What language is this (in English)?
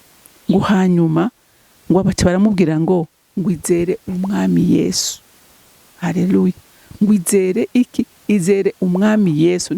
Rundi